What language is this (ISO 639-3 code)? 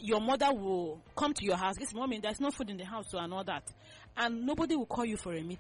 eng